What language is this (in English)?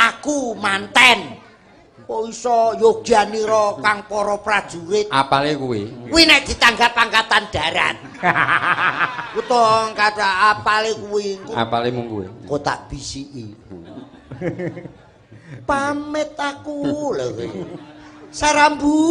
Javanese